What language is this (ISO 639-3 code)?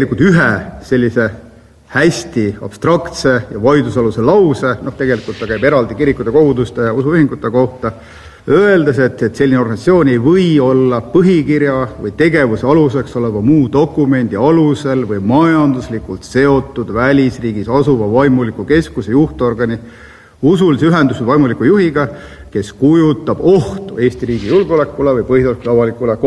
est